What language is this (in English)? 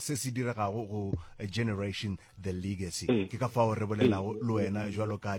Northern Sotho